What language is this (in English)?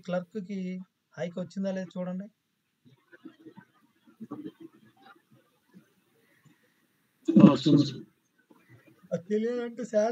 Telugu